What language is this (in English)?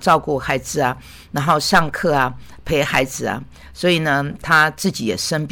Chinese